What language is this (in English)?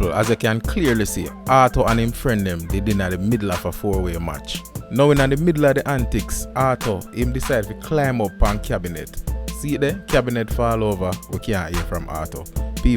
Jamaican Creole English